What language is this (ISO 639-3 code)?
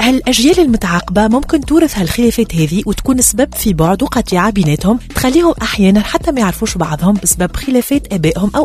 aeb